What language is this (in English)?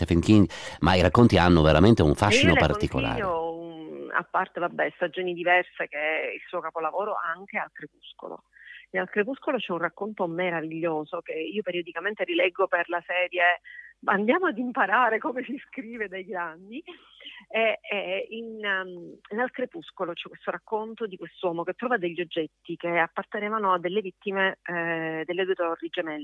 Italian